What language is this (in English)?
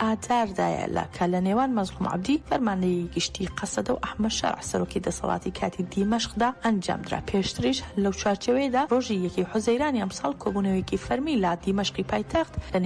Central Kurdish